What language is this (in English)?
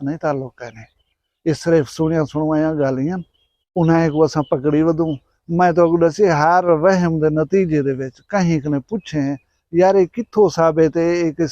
Saraiki